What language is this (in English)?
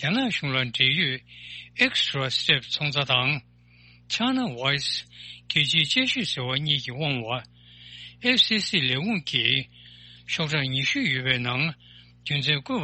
Tibetan